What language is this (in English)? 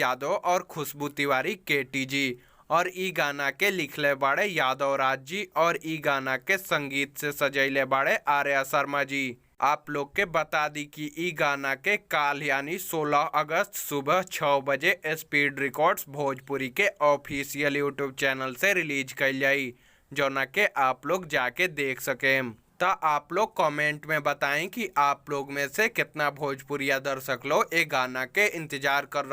Bhojpuri